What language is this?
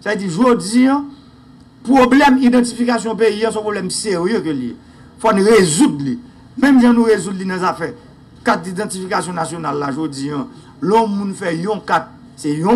Haitian Creole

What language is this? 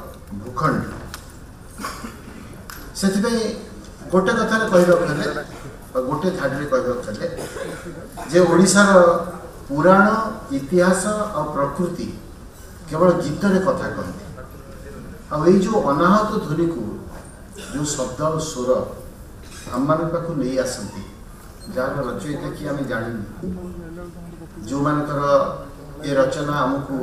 Odia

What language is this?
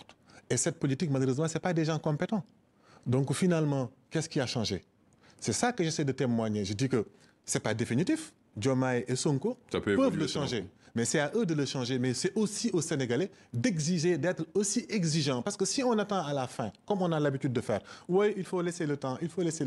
French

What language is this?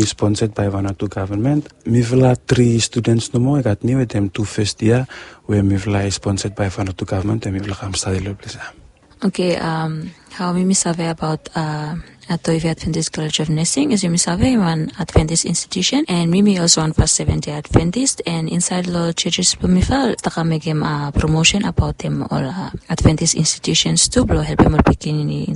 Bislama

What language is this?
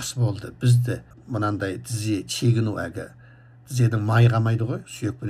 Kazakh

